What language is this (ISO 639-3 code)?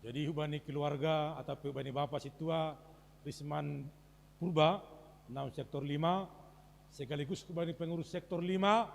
bts